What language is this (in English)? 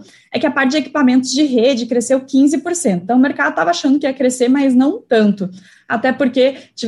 Portuguese